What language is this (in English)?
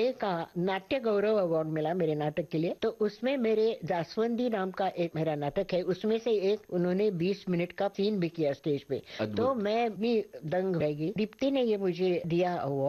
Hindi